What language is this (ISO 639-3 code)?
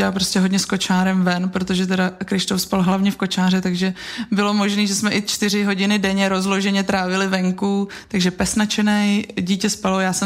ces